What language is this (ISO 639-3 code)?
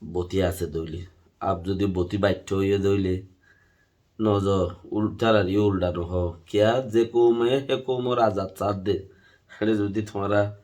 rhg